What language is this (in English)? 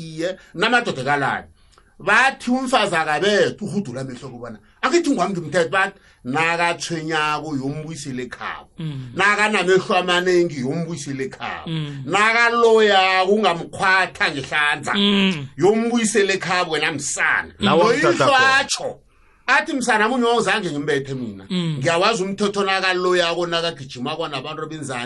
South Ndebele